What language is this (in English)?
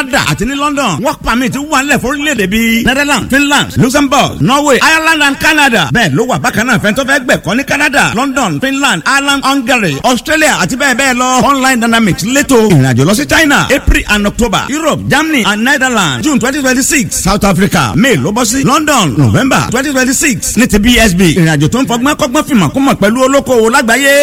Yoruba